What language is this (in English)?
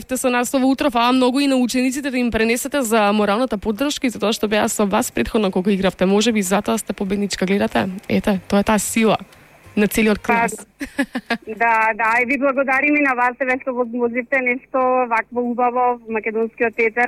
Macedonian